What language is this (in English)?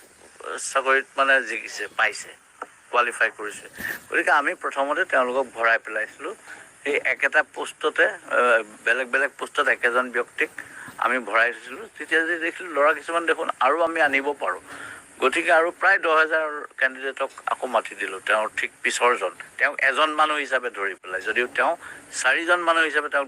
Assamese